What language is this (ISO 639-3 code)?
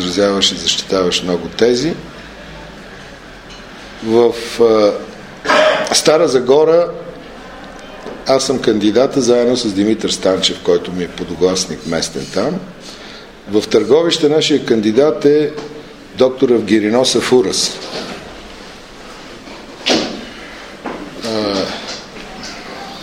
bul